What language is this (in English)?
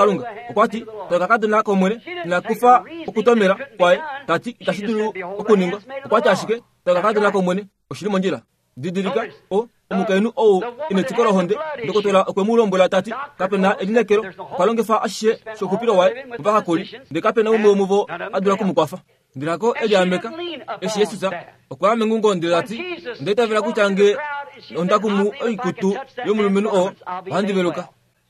Kuanyama